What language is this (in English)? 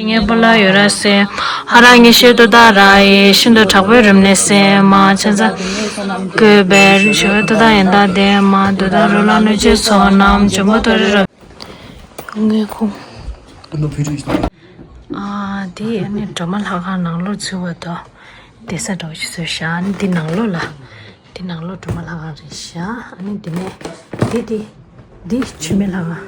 Tibetan